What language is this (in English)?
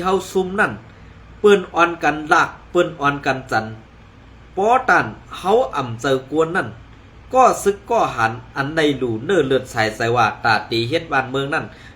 Shan